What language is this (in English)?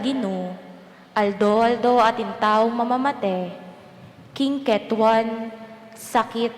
Pampanga